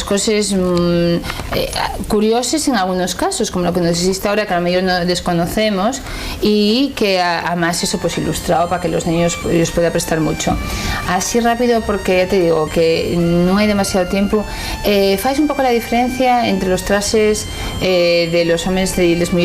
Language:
Asturian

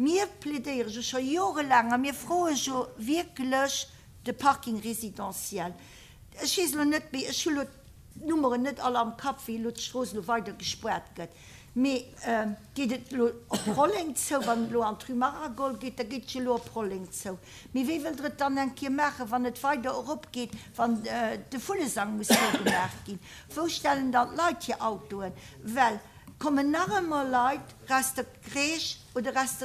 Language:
Luxembourgish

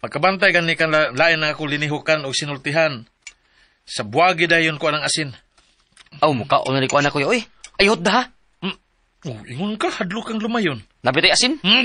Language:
Cebuano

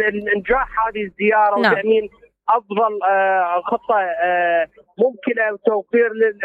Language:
Mesopotamian Arabic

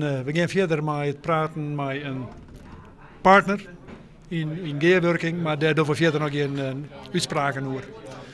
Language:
Western Frisian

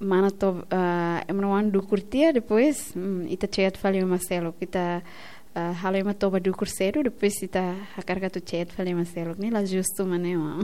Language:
Tetum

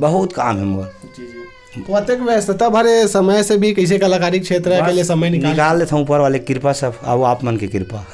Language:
Chhattisgarhi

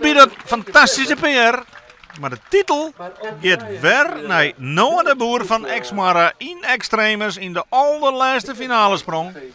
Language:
Western Frisian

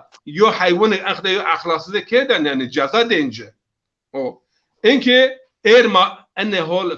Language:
Zaza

